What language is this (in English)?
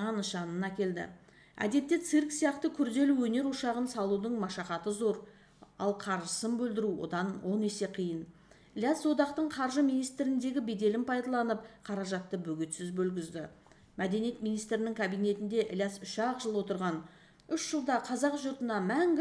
Kazakh